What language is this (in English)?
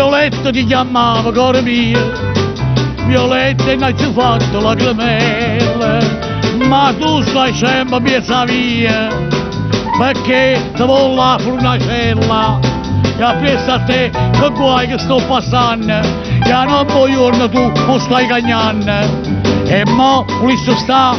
Neapolitan